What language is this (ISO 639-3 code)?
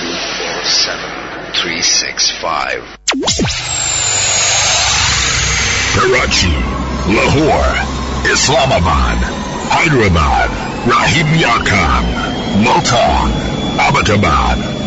urd